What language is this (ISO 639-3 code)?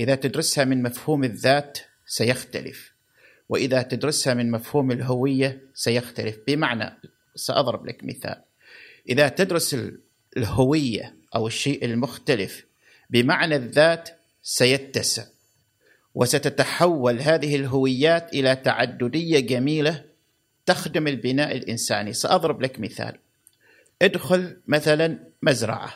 afb